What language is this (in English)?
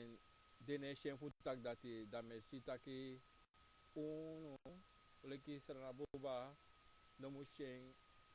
Sranan Tongo